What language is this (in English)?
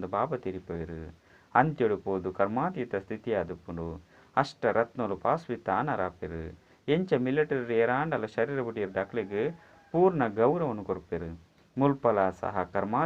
Tulu